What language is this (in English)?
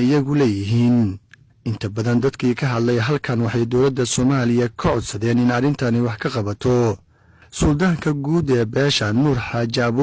Somali